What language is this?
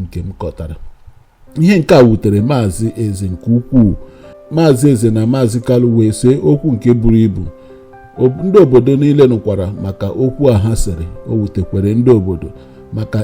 Igbo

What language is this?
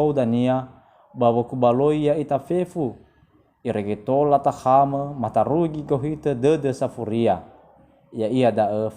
Nias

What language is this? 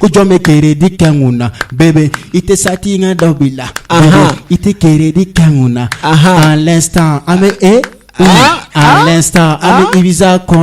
Bambara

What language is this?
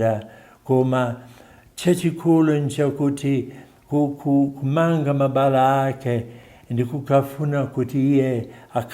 Nyanja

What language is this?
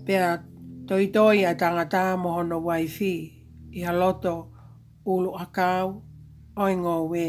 Tongan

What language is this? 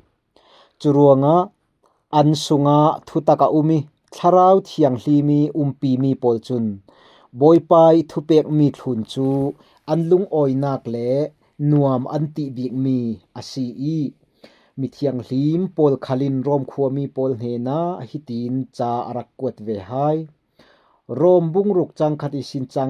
Falam Chin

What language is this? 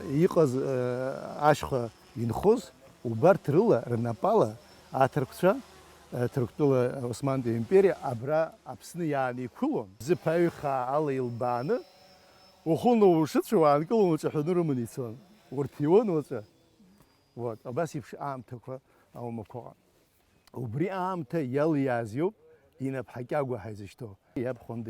Abkhazian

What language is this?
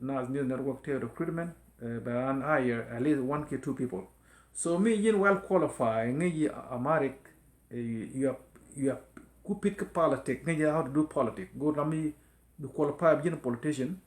Nuer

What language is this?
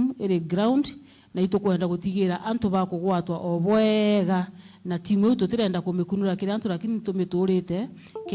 Meru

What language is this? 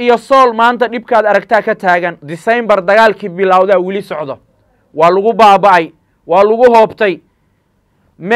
Somali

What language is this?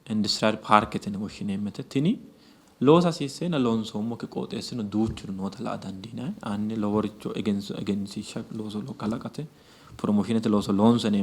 Sidamo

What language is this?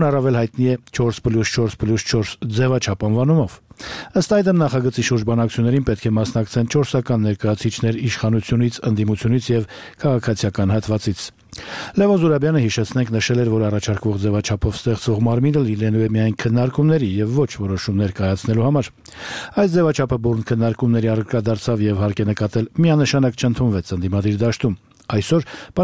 Armenian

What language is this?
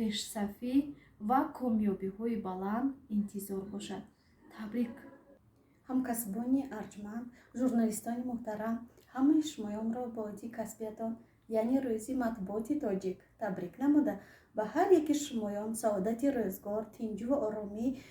Tajik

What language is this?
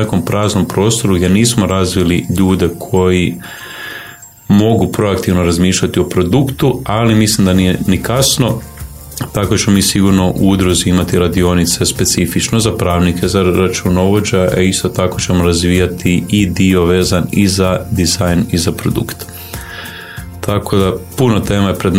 Croatian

